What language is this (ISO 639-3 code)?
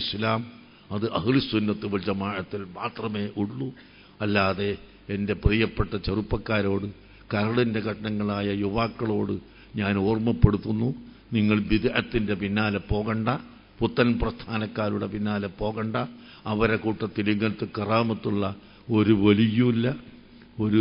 mal